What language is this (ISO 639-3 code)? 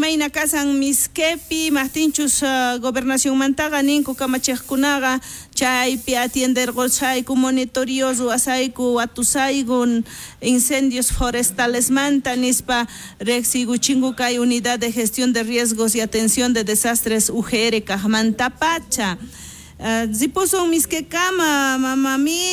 quh